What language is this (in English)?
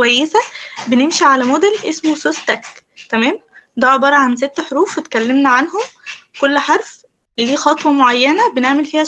Egyptian Arabic